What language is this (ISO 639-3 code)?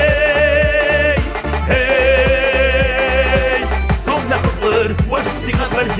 kbd